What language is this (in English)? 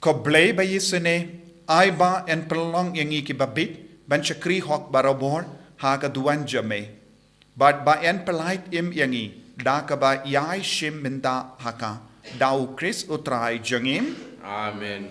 Khasi